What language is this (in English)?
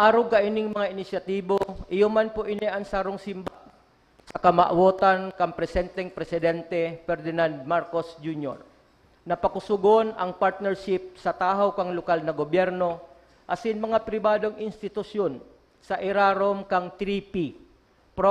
Bikol